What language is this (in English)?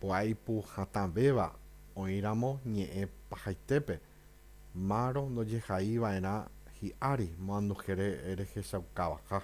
Guarani